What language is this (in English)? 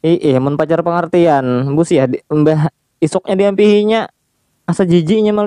Banjar